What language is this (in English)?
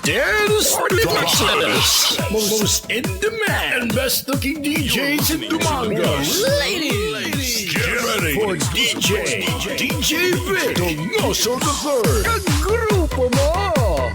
Hiligaynon